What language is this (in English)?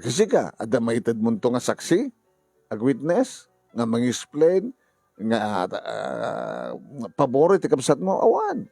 Iloko